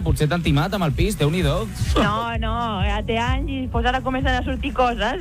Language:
Catalan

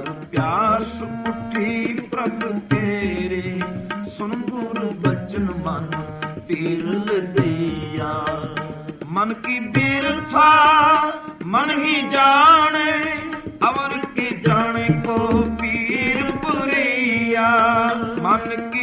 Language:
Punjabi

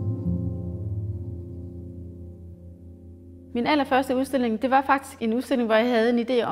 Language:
Danish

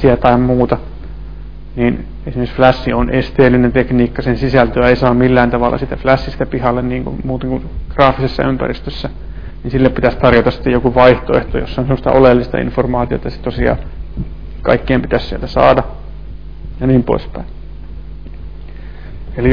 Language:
Finnish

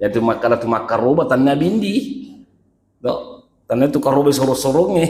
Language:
Buginese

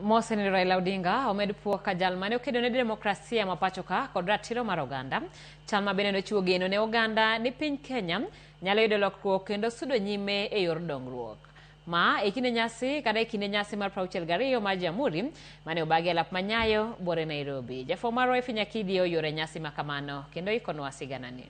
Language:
Luo (Kenya and Tanzania)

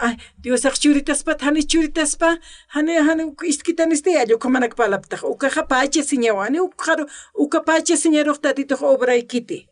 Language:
Aymara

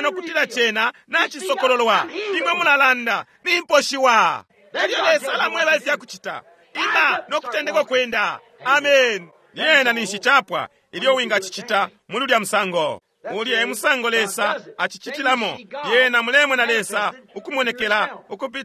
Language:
Bemba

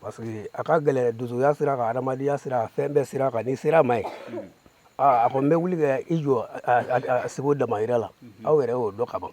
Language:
Bambara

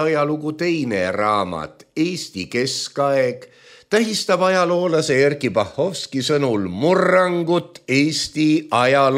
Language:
Estonian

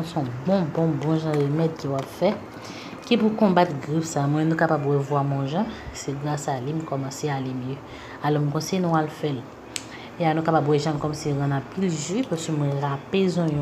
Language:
Haitian Creole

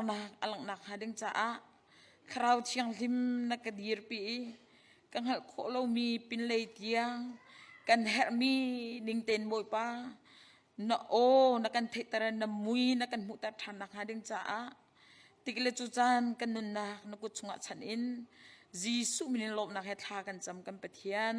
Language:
Hakha Chin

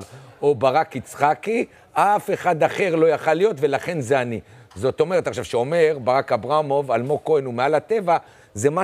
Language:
Hebrew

